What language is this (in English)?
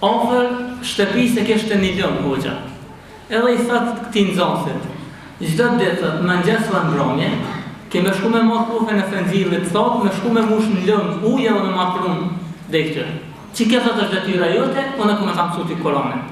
Albanian